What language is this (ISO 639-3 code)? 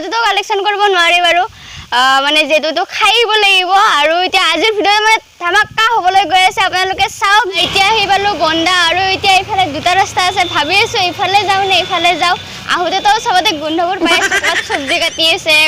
asm